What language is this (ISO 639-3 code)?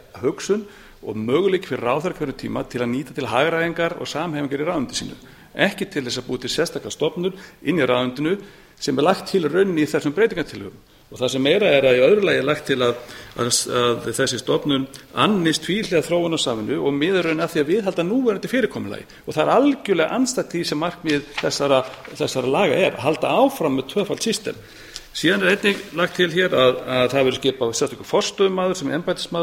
isl